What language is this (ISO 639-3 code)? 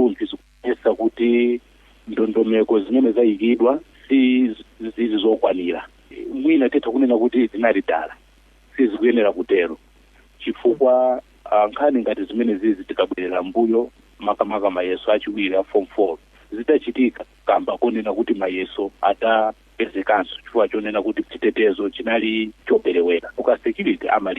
nya